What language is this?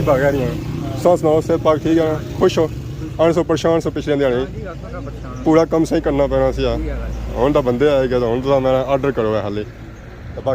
Pahari-Potwari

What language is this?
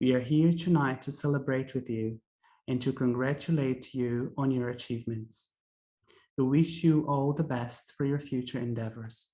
Māori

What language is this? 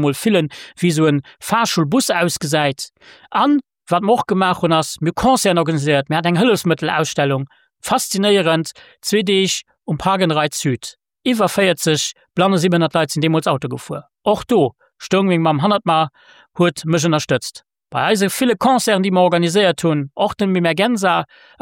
Luxembourgish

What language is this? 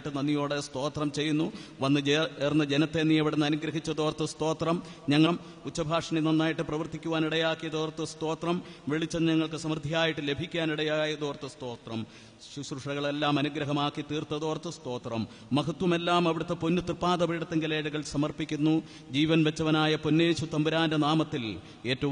Malayalam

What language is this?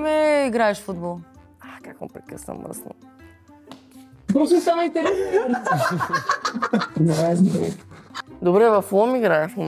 Bulgarian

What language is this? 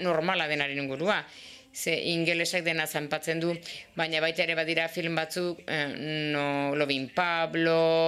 Basque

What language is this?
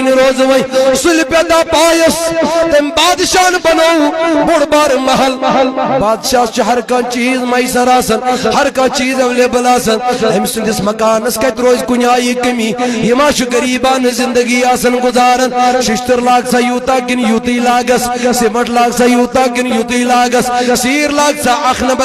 Kashmiri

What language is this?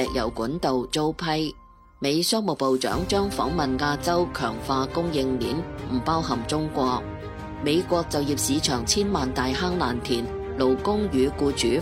Cantonese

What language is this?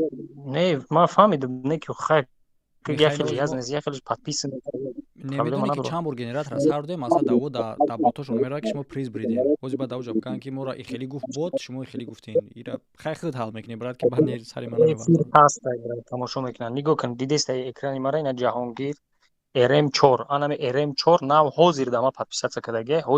Tajik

